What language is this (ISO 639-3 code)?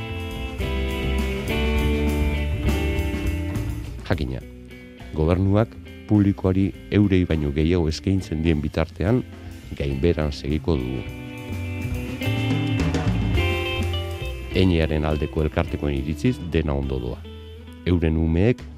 eus